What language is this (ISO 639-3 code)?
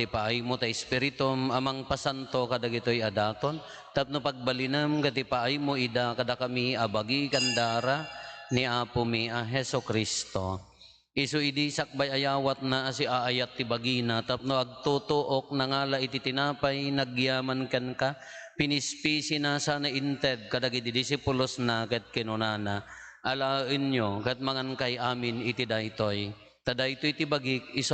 ilo